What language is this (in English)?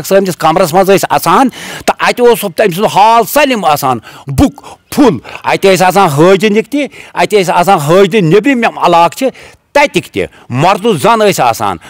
Kashmiri